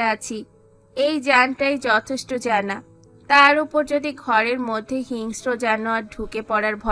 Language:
Bangla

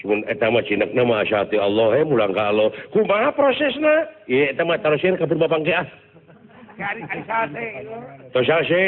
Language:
Sundanese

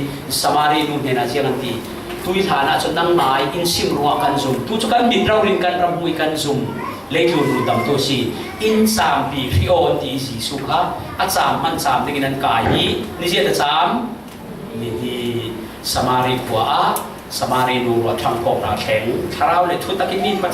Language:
Falam Chin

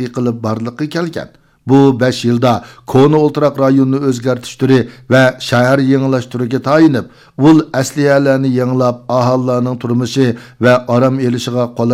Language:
Uyghur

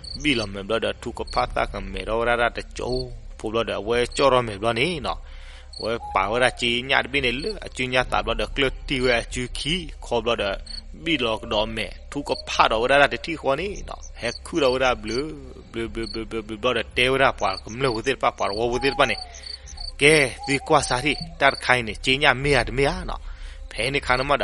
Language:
S'gaw Karen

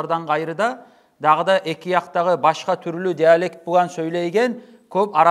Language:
Kumyk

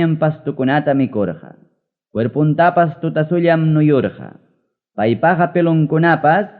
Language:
Ayacucho Quechua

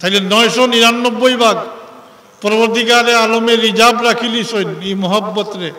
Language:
Sylheti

